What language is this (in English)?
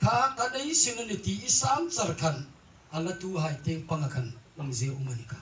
Hmar